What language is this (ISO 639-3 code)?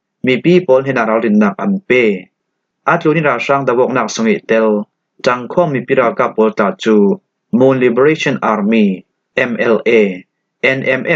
cfm